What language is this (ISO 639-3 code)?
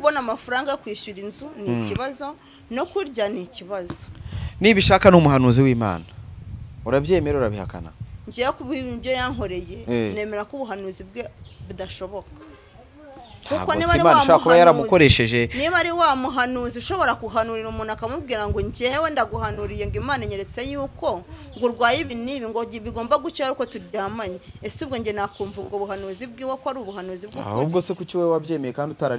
kin